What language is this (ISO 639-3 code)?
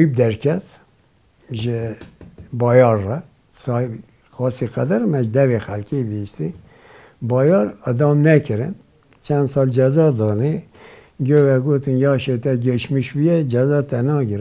kur